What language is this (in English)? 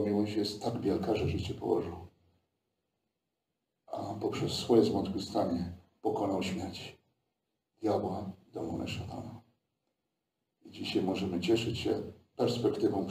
Polish